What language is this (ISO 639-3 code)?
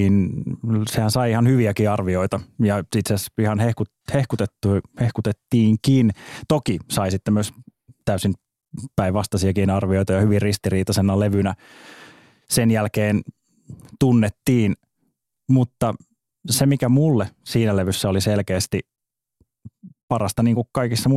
fin